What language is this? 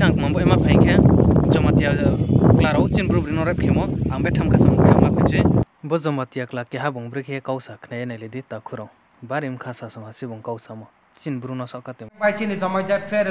Riang (India)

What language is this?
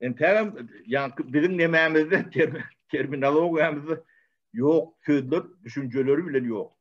Turkmen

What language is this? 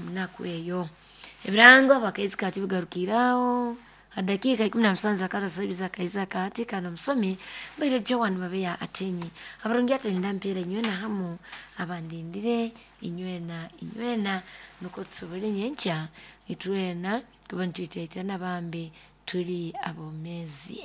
Nyoro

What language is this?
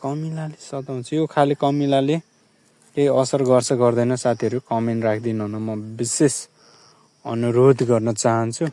Nepali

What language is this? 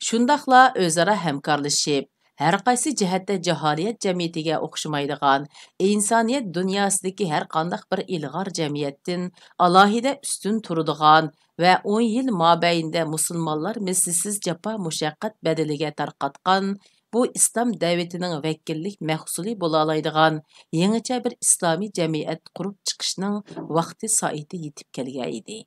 Uyghur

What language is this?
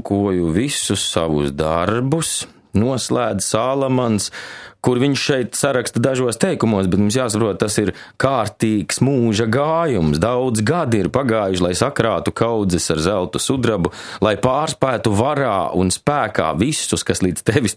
Latvian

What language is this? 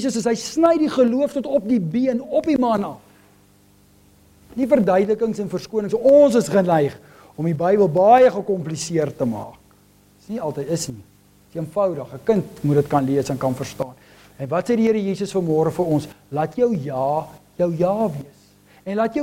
Afrikaans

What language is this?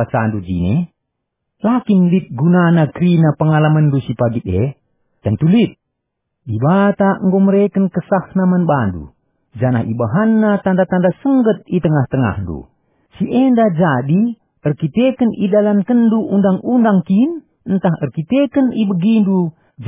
Batak Karo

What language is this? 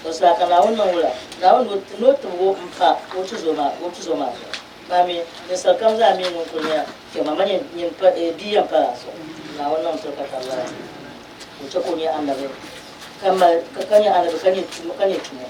Dagbani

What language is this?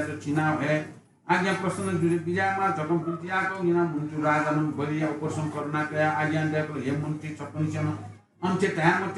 Newari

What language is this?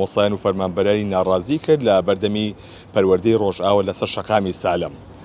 Central Kurdish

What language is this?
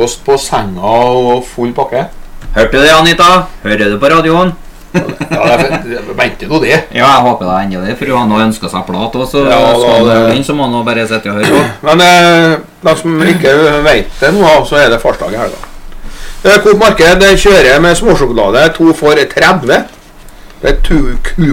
Norwegian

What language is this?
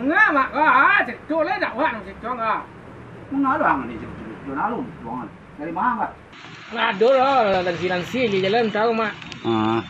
Minangkabau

